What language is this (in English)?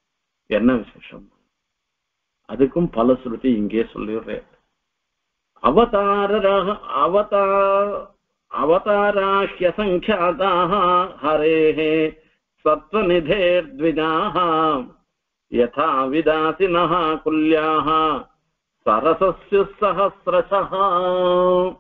Tamil